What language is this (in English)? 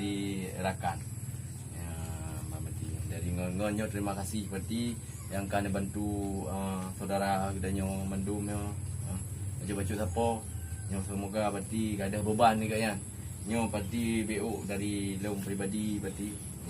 Achinese